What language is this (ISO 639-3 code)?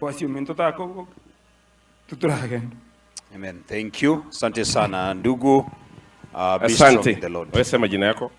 guz